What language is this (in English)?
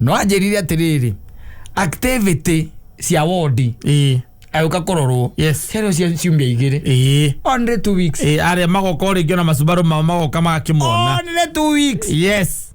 Kikuyu